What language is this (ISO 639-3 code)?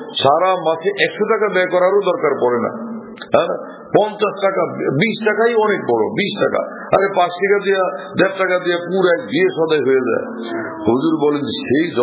ben